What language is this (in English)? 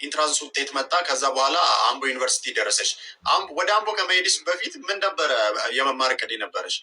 Amharic